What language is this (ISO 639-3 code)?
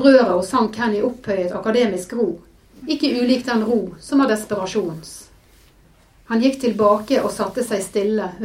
nor